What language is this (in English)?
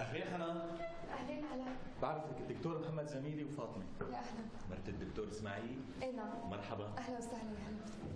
North Levantine Arabic